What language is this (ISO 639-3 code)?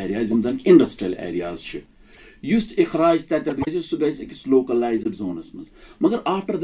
kas